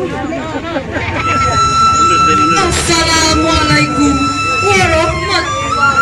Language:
Minangkabau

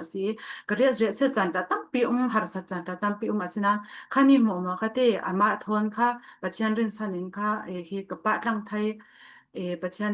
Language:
Falam Chin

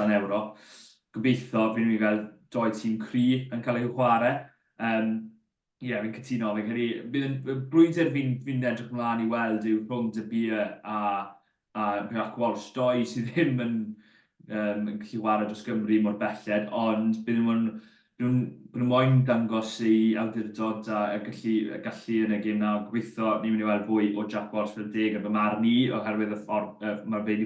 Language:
Welsh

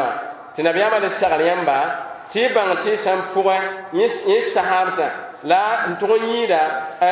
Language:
Mossi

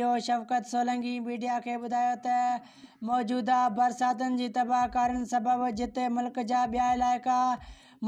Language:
Sindhi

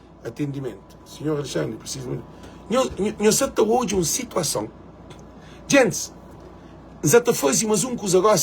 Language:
Kabuverdianu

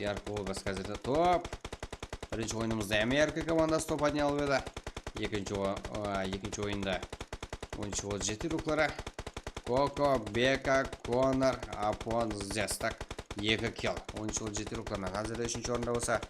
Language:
Kara-Kalpak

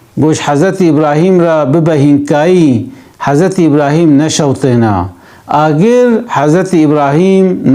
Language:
Kurdish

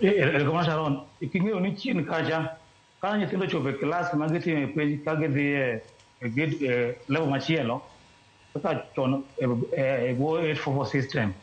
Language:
Luo (Kenya and Tanzania)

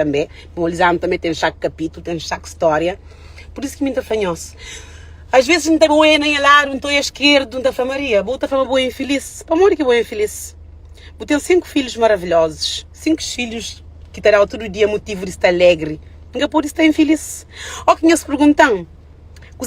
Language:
Kabuverdianu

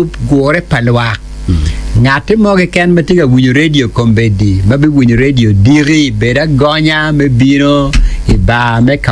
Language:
Acoli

